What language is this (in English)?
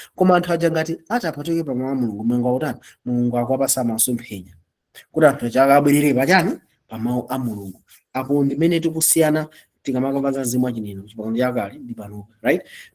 Nyanja